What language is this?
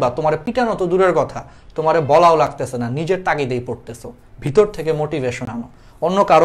Bangla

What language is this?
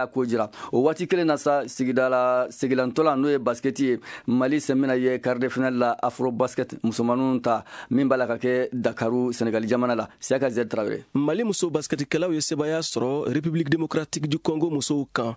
Bambara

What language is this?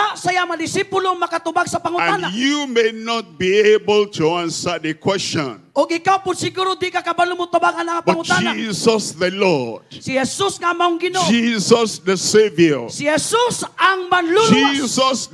Cebuano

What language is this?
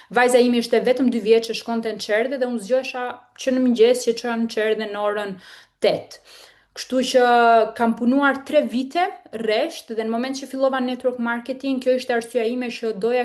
Albanian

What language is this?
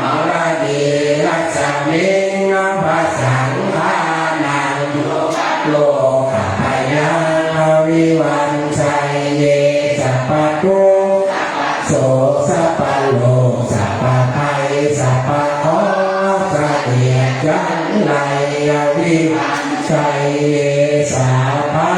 Pali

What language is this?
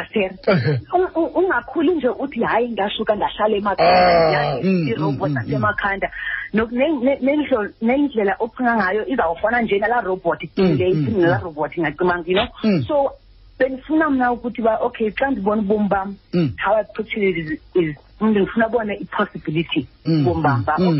Xhosa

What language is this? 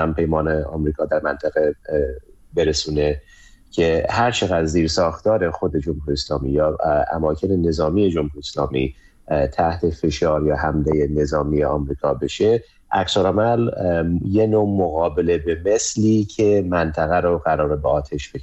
Persian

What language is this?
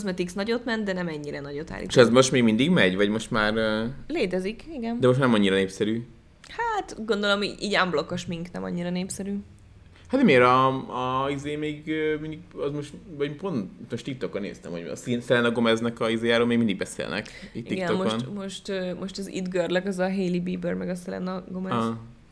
Hungarian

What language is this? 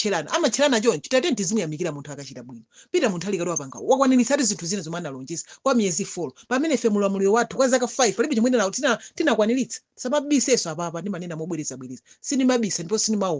Nyanja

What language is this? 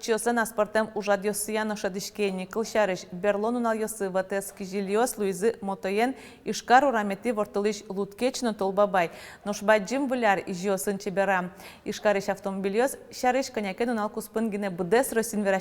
Udmurt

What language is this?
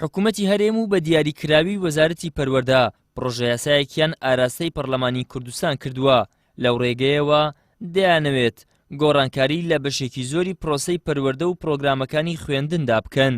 Central Kurdish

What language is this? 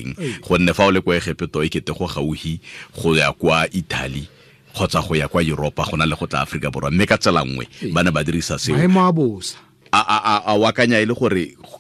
Tswana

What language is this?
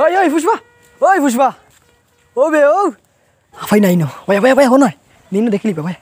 Sylheti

